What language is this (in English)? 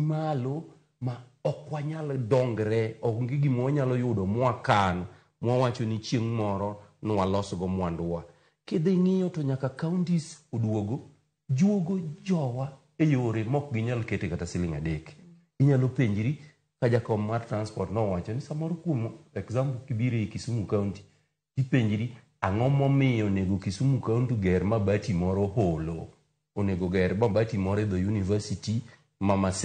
Luo (Kenya and Tanzania)